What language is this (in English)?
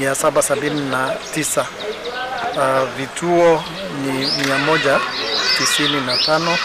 Gusii